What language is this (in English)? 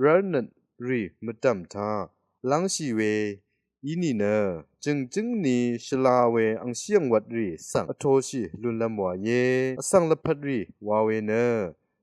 Rawang